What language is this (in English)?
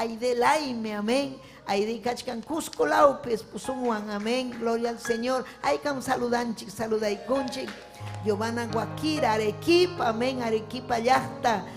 Ayacucho Quechua